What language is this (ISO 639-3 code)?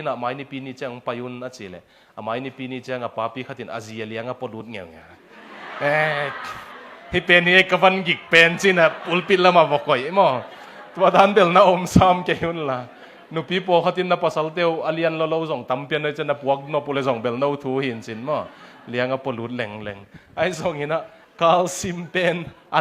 ctd